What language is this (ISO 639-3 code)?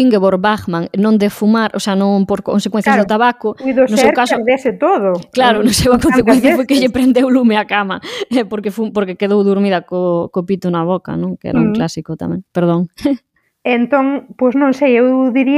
glg